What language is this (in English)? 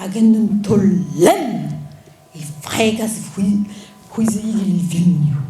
Breton